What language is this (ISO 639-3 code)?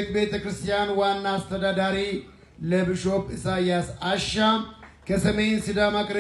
amh